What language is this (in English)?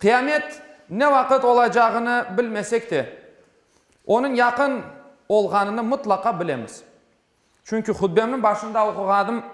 Crimean Tatar